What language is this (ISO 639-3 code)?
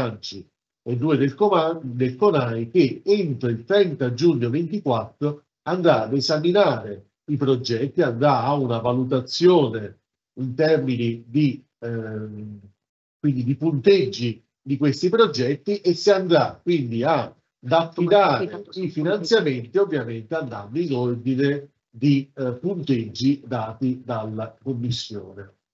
ita